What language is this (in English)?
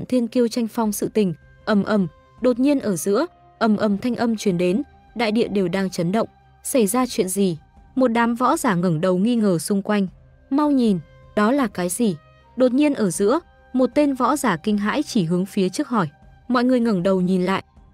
Vietnamese